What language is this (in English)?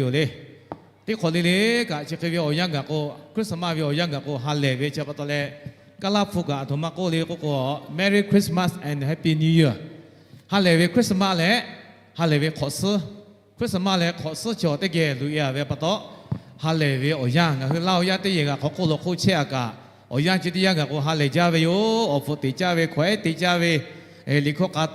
Lahu